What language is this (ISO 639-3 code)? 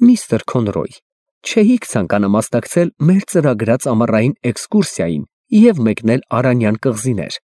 hye